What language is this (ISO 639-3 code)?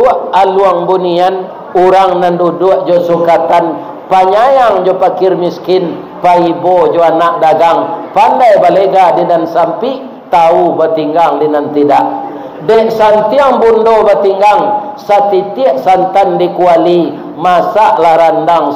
min